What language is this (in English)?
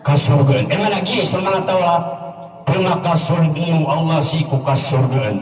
Maranao